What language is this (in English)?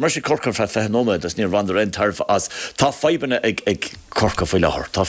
Irish